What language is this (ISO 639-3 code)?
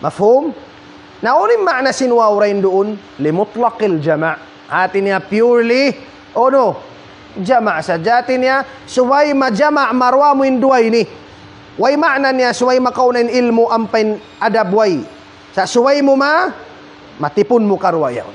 tsg